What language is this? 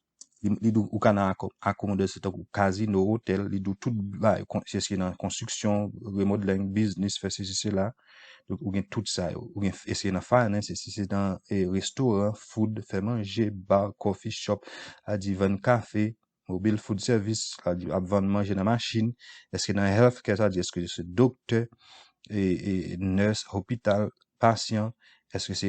Haitian Creole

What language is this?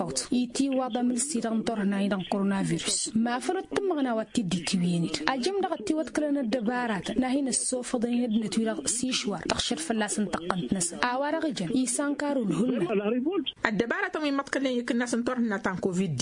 Tamasheq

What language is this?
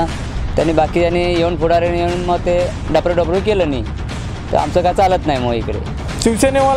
Marathi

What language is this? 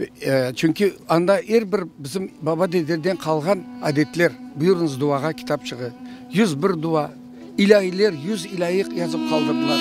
Crimean Tatar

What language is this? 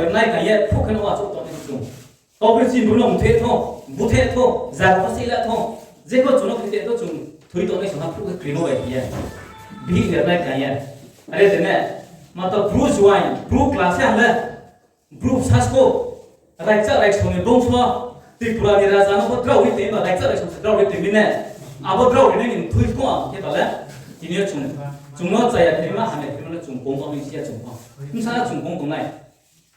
Riang (India)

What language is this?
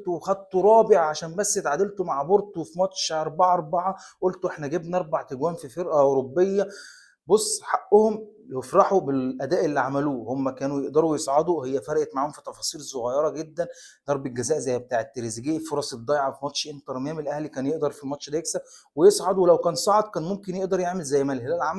Egyptian Arabic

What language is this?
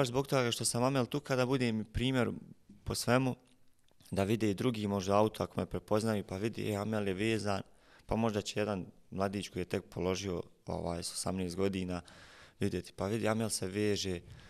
Bosnian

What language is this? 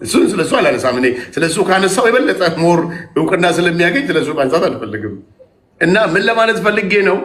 Amharic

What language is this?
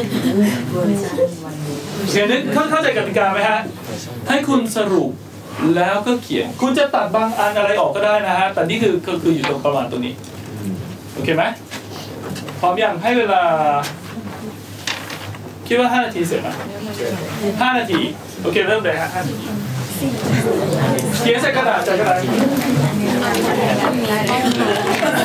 Thai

